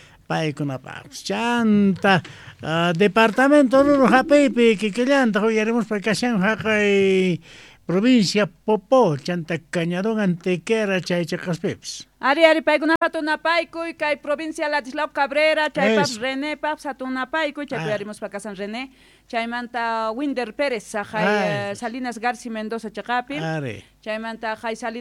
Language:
Quechua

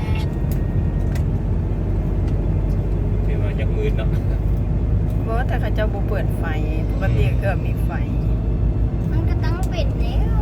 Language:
Lao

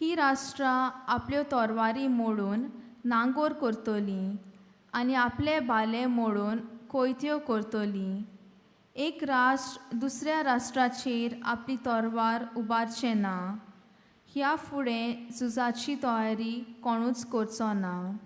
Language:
Konkani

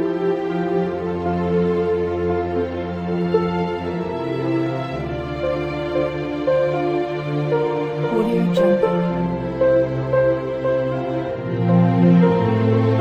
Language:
Japanese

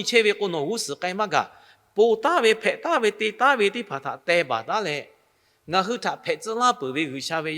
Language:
Lahu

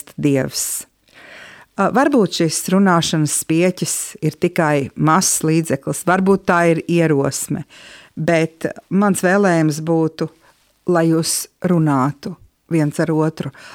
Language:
Latvian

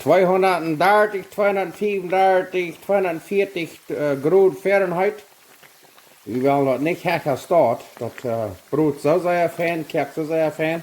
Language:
Plautdietsch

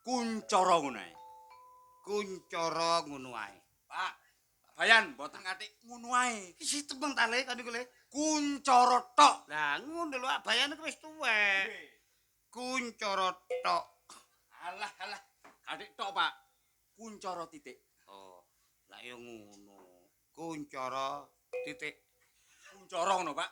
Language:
Javanese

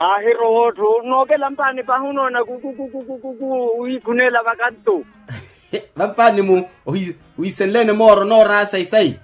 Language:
Makhuwa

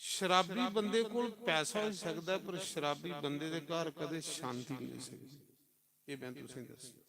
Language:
Dogri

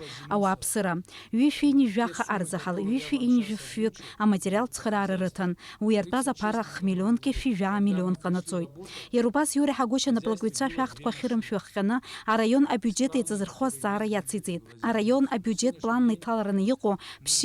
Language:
Abkhazian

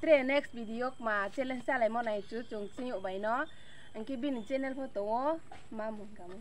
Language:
Riang (India)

